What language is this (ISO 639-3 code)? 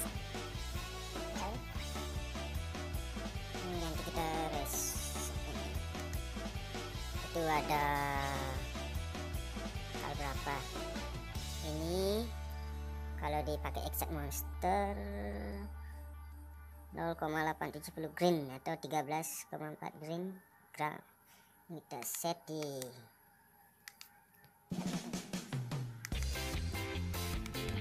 ind